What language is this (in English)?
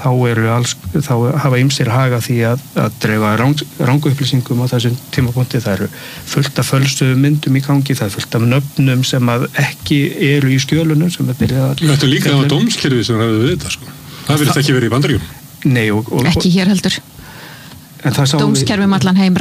Icelandic